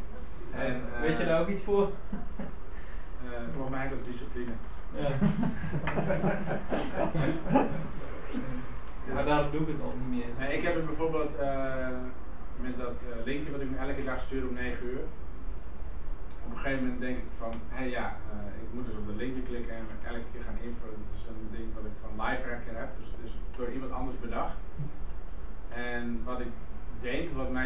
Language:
Dutch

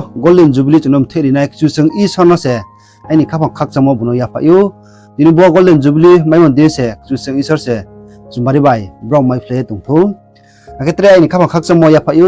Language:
Riang (India)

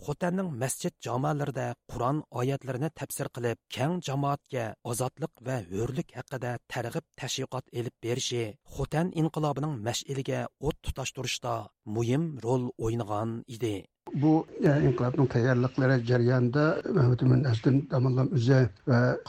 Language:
Uyghur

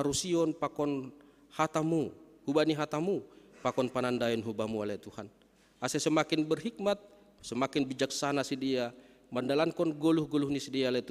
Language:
Batak Simalungun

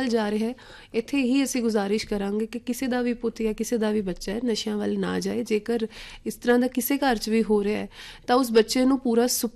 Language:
Punjabi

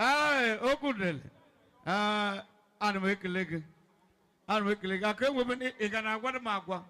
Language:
Igbo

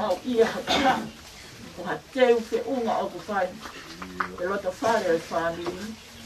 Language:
Tongan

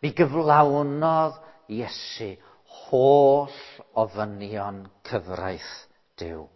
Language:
Welsh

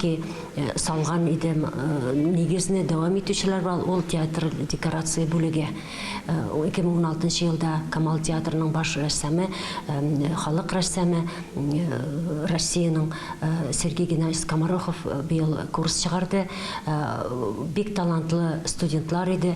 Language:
Tatar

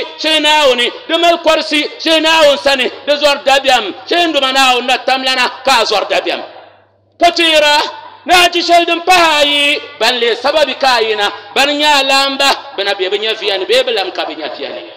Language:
Dagbani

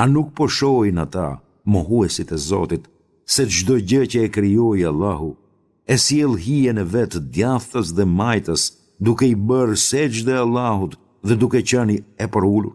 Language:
Albanian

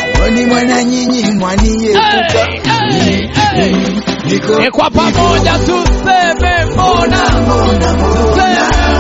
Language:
Swahili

